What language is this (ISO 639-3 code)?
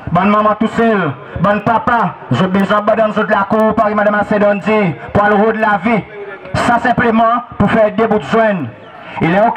crs